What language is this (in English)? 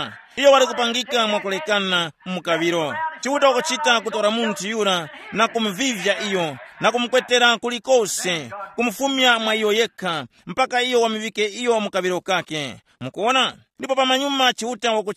Tumbuka